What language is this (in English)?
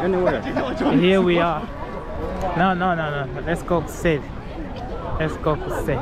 Nyanja